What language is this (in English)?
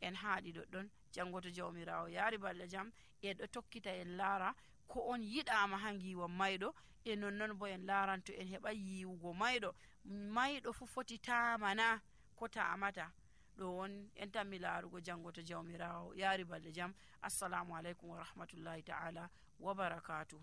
Nigerian Fulfulde